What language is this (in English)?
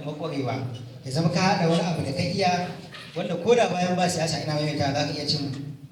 Hausa